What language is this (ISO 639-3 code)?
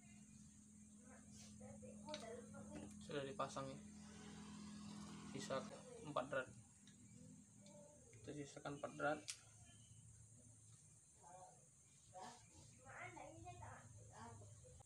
ind